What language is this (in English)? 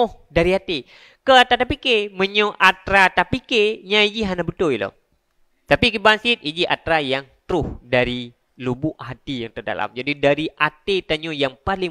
Achinese